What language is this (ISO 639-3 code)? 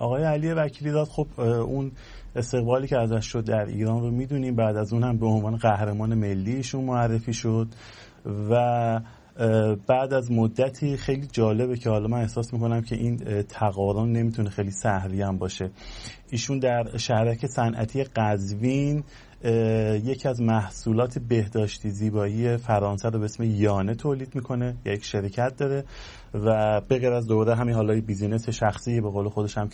fas